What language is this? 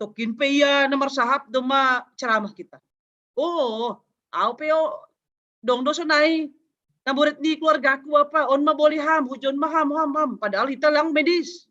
Batak Simalungun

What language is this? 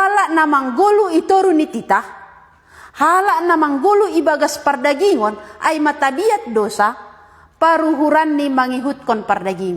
Batak Simalungun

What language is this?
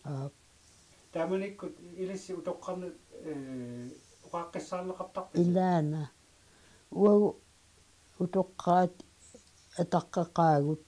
Kalaallisut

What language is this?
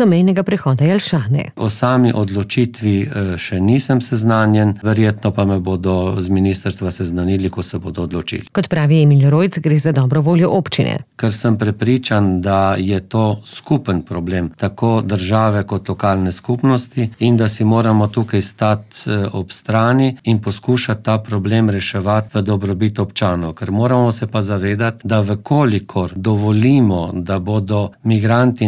Slovenian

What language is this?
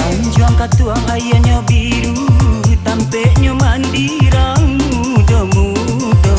Minangkabau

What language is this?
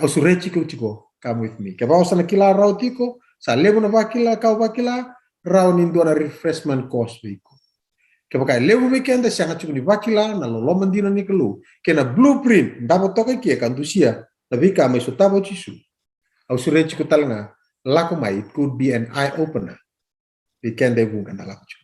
Fijian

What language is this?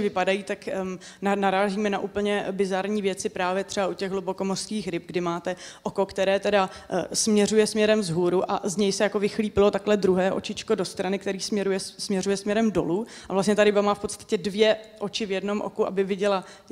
Czech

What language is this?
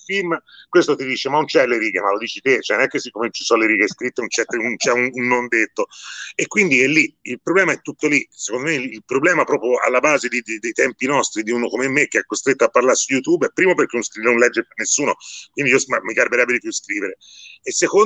Italian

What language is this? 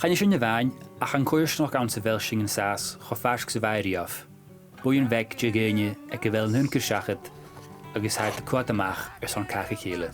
Scottish Gaelic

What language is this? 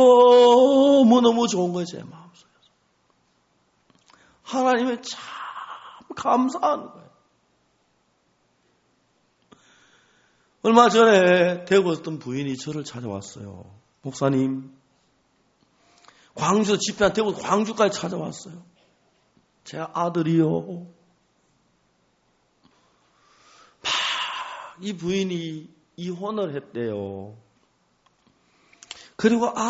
Korean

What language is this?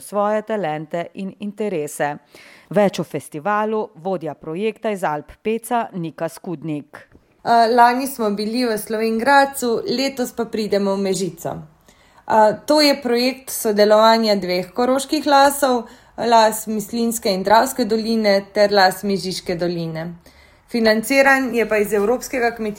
Slovenian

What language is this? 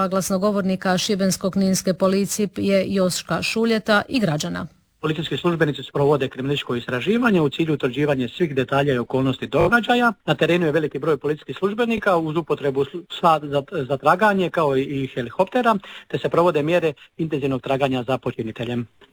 Croatian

